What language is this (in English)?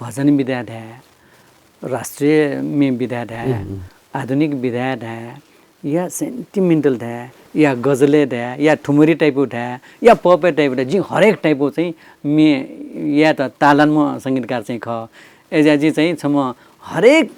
Newari